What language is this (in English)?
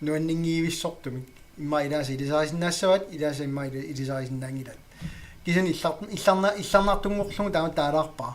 Kalaallisut